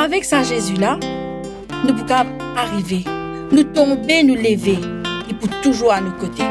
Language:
Morisyen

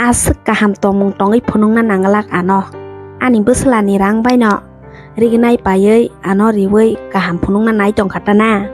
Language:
Kok Borok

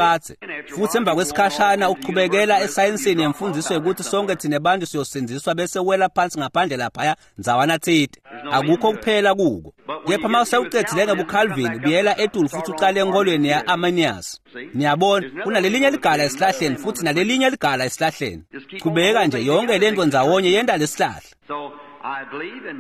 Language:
Swati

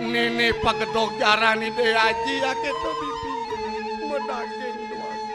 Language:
Balinese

